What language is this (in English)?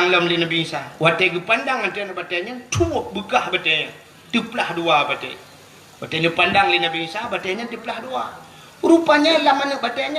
Achinese